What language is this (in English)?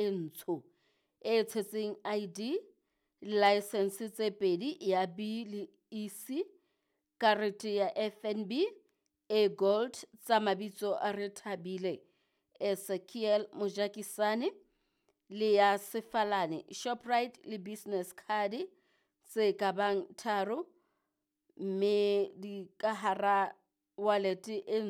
Southern Sotho